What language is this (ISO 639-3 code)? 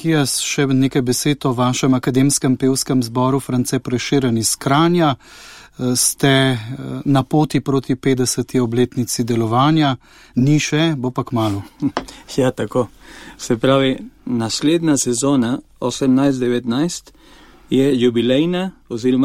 slv